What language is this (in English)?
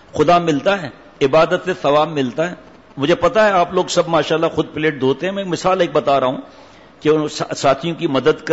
Urdu